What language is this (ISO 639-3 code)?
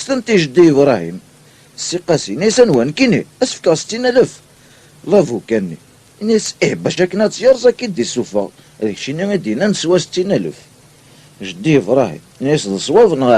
kab